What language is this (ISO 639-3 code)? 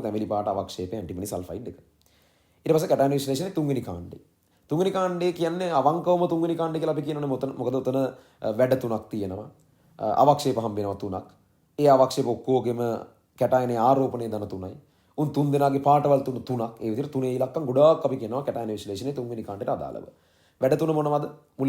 sin